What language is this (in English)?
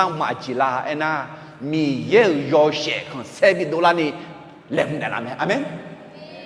Akha